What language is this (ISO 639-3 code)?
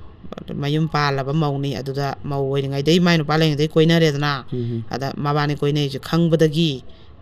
mni